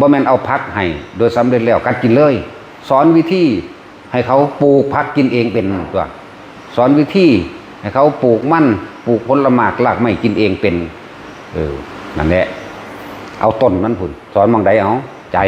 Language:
Northeastern Thai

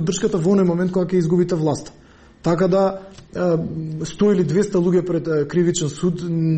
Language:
Macedonian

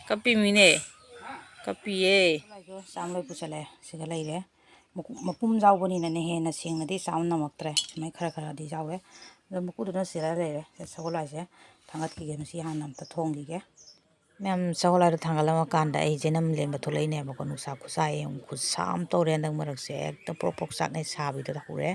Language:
Manipuri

